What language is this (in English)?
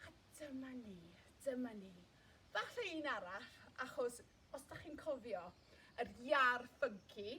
Welsh